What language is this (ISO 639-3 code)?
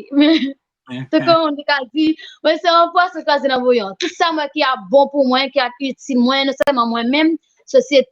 hat